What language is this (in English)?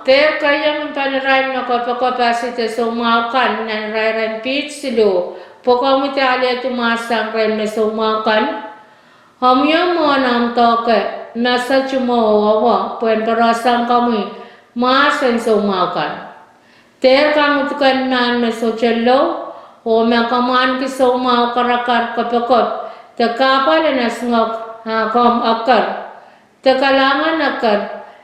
Pohnpeian